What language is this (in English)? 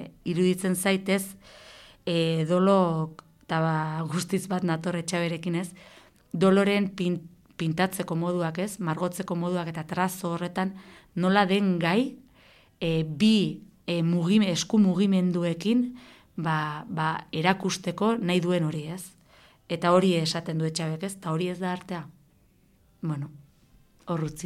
Basque